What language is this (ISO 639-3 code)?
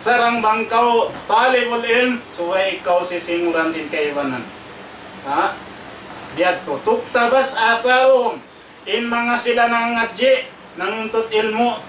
tsg